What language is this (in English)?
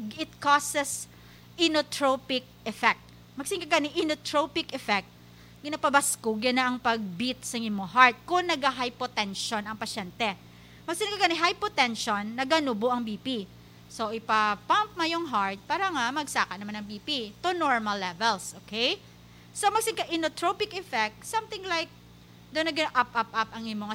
Hiligaynon